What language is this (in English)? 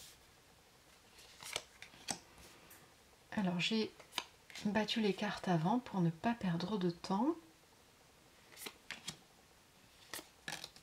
French